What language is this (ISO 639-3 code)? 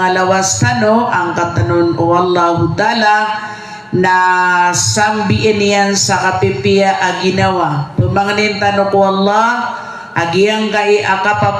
mrw